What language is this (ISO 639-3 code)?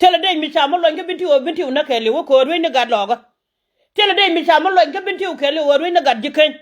nus